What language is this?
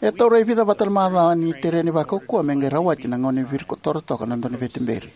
Fijian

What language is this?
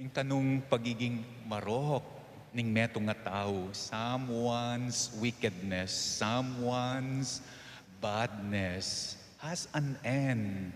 Pampanga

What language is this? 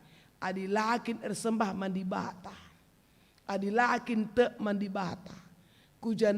Batak Karo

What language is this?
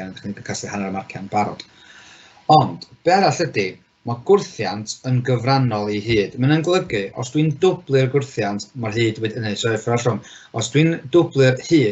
Welsh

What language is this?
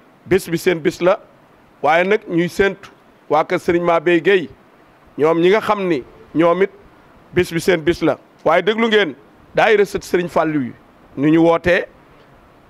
Wolof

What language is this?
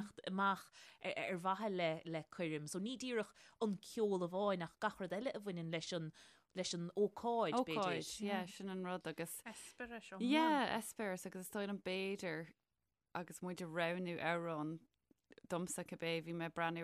Irish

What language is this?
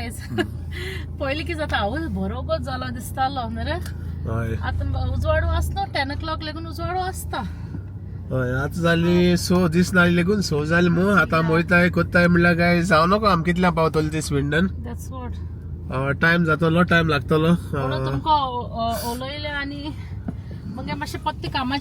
Konkani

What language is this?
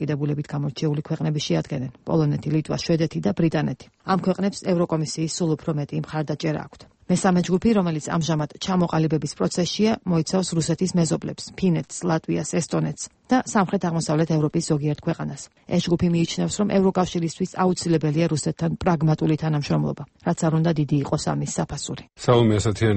Georgian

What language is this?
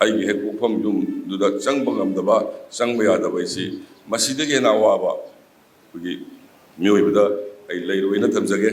Manipuri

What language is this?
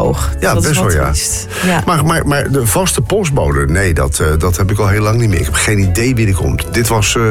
Dutch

